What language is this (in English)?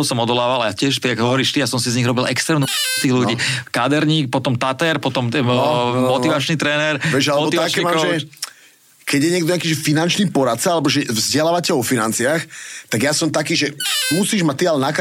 Slovak